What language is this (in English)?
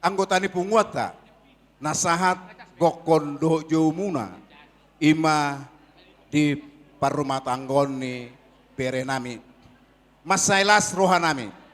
Batak Toba